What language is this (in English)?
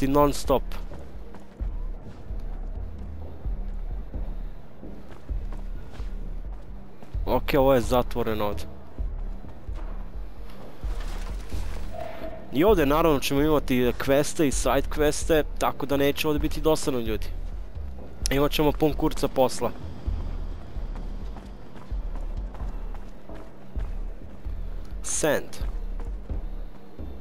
Croatian